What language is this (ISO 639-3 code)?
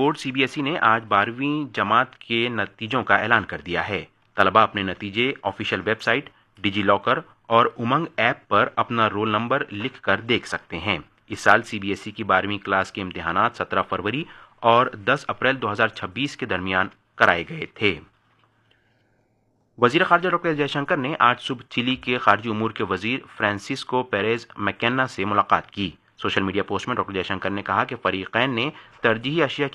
urd